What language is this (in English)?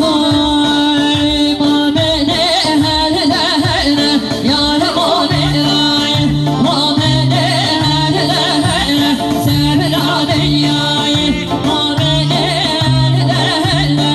Kurdish